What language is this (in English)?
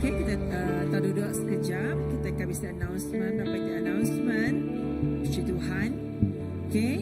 Iban